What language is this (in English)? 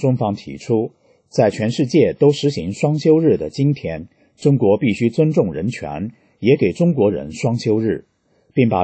Chinese